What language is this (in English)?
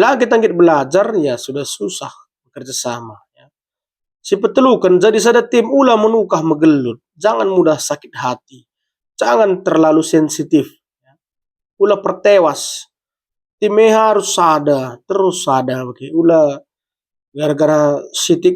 Batak Karo